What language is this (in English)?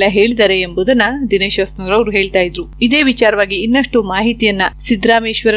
Kannada